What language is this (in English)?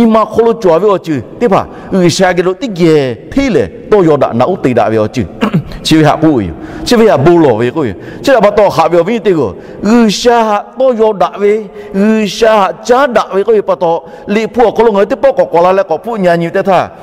Lahu